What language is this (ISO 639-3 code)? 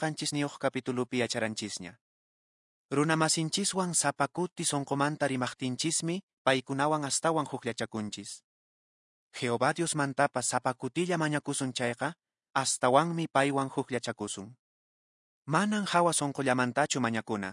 que